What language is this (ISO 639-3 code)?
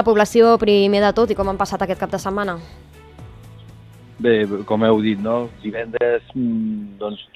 cat